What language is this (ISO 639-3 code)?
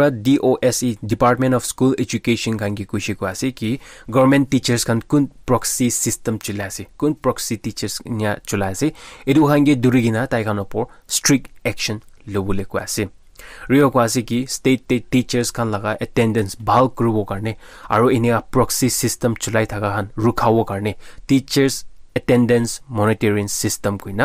nag